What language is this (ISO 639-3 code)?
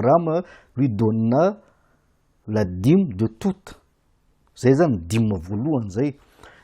mlg